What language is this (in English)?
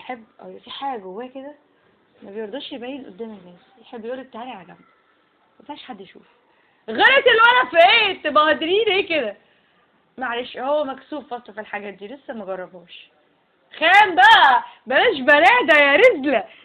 Egyptian Arabic